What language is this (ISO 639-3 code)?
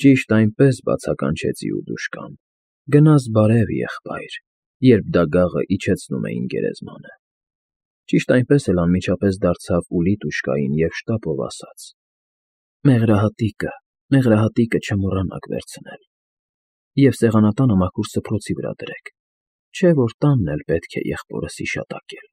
hye